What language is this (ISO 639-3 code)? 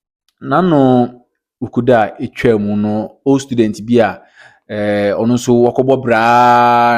aka